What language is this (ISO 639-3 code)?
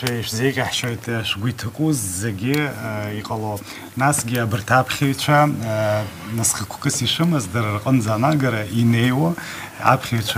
abk